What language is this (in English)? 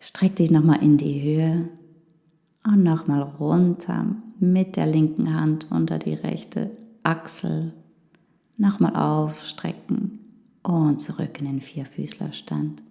Swiss German